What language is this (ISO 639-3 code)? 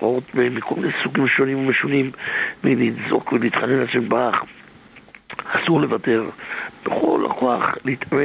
heb